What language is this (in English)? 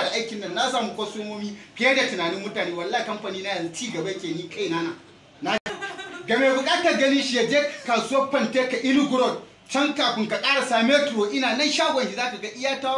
Hausa